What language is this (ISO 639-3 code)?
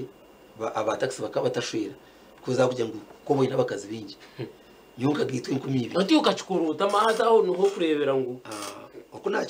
nyn